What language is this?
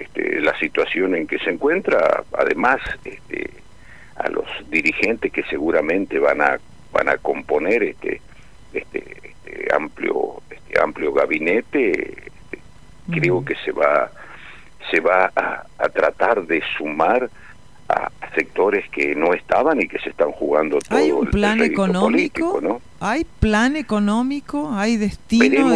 Spanish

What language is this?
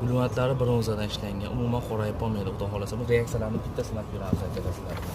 Uzbek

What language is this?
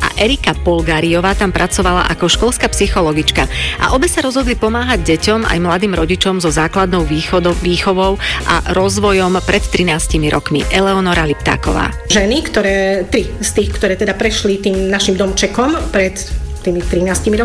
Slovak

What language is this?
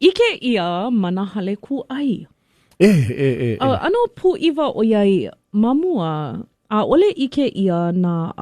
Hawaiian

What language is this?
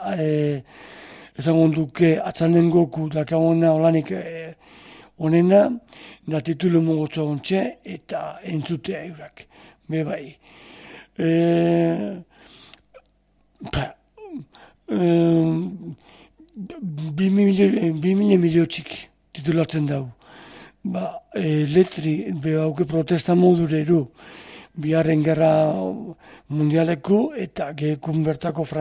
Basque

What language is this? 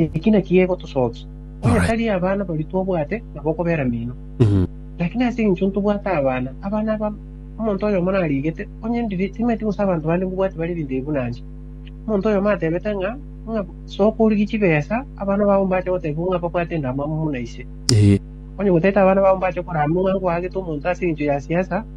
Gusii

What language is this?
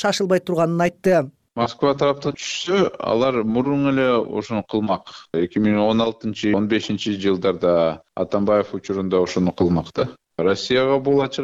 Kyrgyz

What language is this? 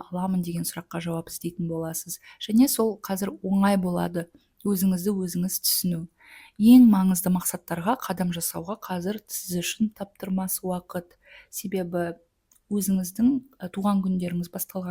Kazakh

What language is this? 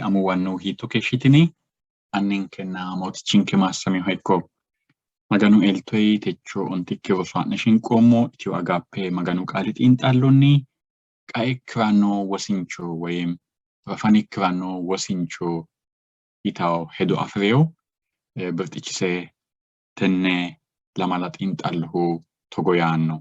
Sidamo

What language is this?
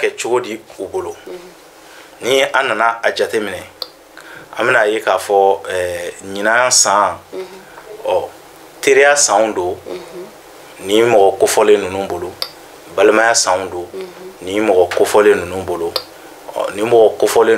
Bambara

